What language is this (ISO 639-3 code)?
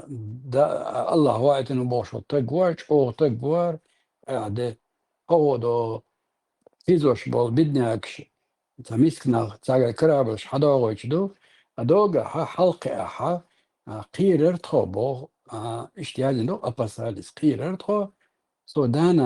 che